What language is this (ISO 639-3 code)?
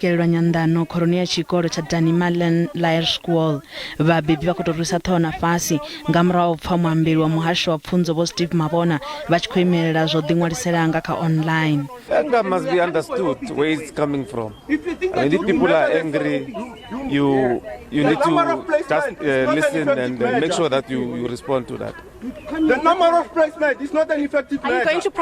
ven